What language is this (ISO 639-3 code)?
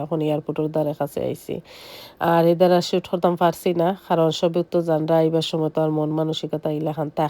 syl